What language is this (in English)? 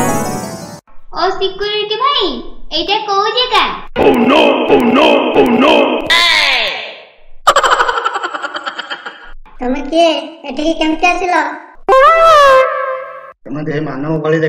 Odia